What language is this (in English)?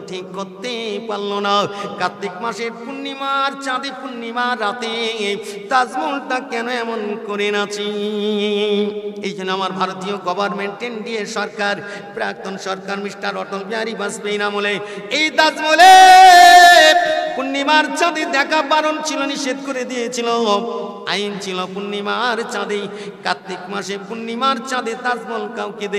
Bangla